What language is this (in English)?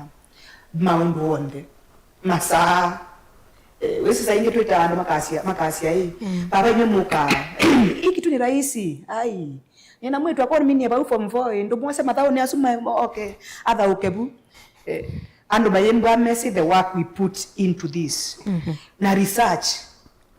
Kamba